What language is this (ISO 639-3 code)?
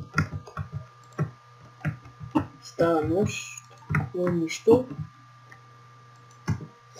bul